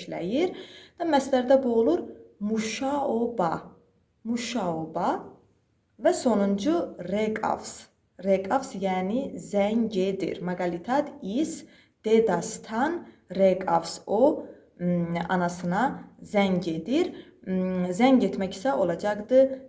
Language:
Azerbaijani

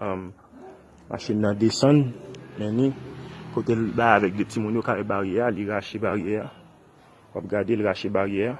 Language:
Haitian Creole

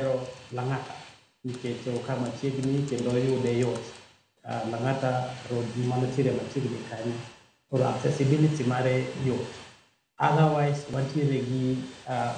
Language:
Luo (Kenya and Tanzania)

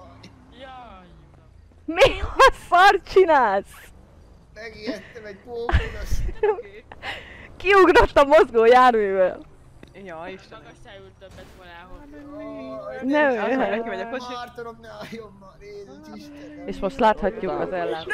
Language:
Hungarian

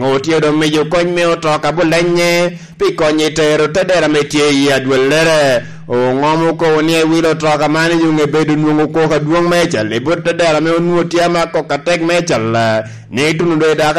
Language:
Lango (Uganda)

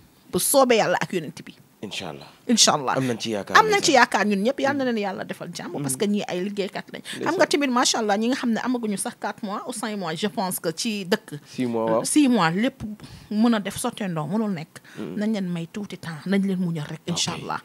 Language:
Wolof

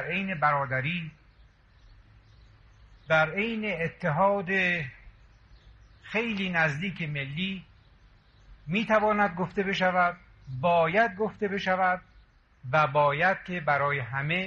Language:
Persian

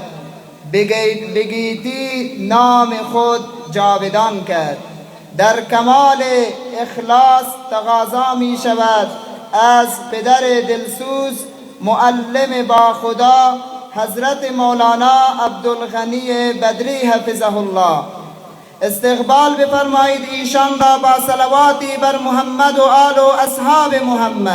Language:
Persian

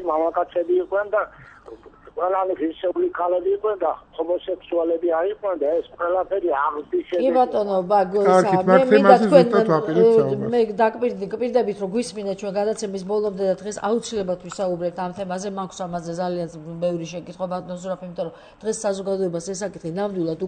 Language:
Georgian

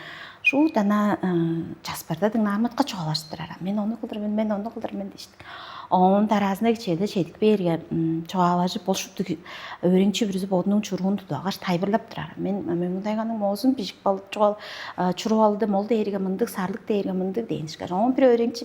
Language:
Tuvinian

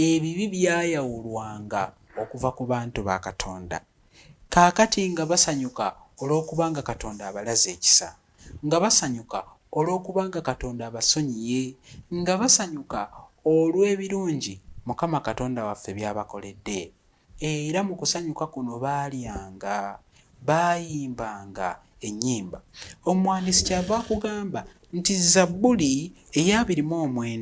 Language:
Ganda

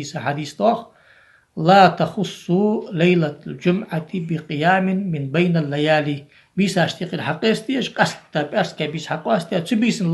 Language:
Ingush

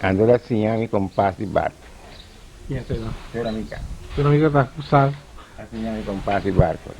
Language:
Papiamento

